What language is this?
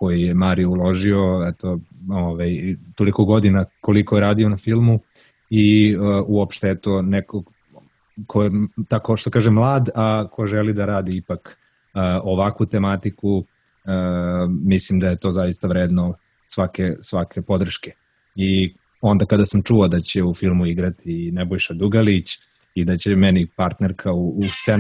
Serbian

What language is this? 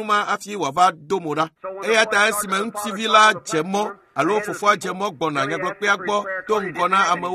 Ewe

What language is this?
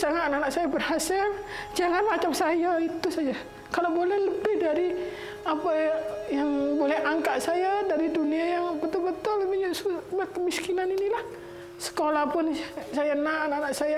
Malay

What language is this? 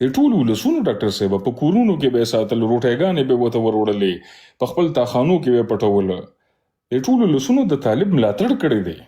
Pashto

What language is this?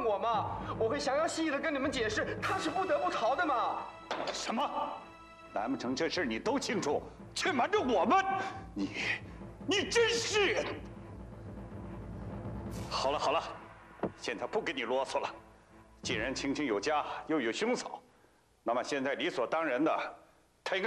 Chinese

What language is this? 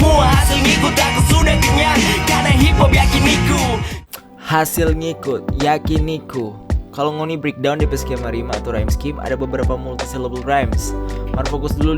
Manado Malay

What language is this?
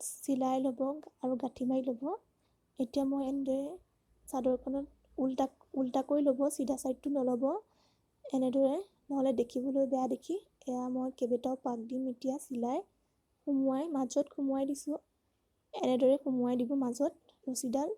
Assamese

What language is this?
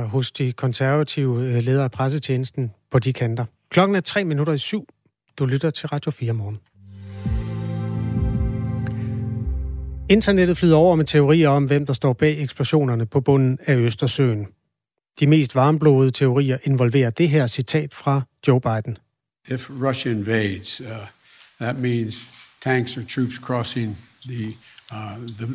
Danish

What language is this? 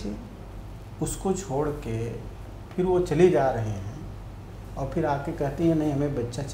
Hindi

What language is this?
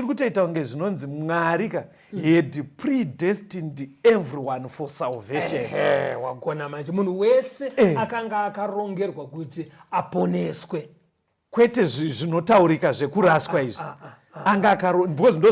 Shona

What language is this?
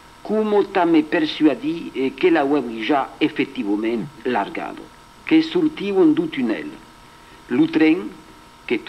Occitan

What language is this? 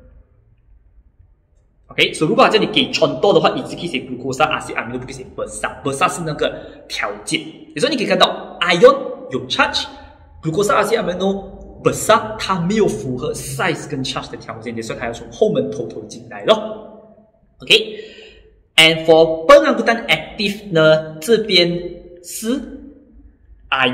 Chinese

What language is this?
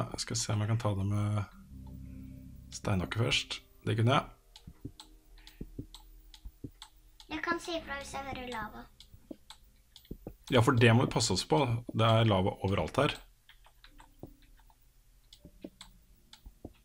Norwegian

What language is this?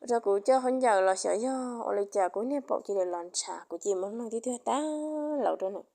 Hmong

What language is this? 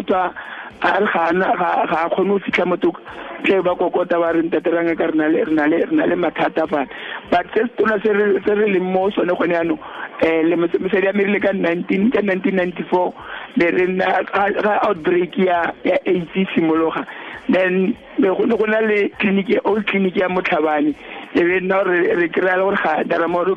Tswana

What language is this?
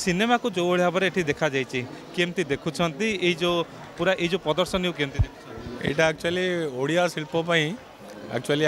Odia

